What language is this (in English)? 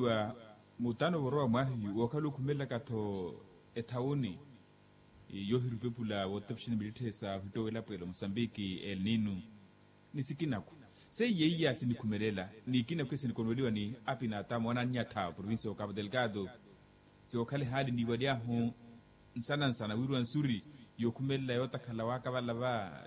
Makhuwa